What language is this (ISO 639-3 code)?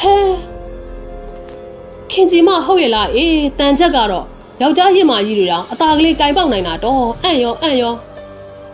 mya